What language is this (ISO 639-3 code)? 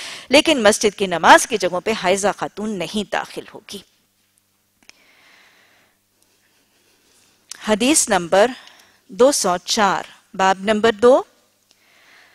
urd